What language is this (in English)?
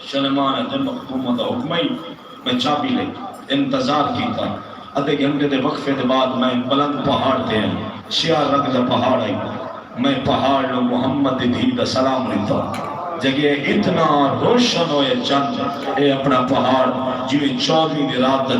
Saraiki